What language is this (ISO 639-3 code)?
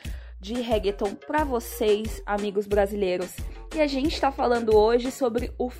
por